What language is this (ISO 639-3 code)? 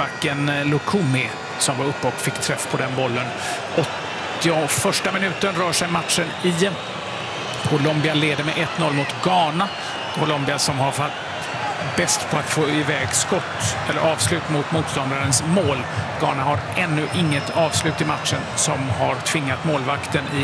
swe